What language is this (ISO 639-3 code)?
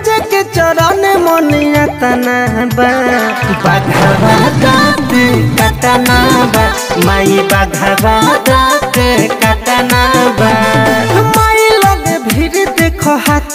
bho